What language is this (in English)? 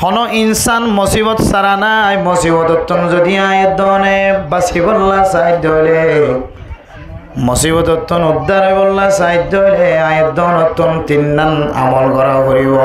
Rohingya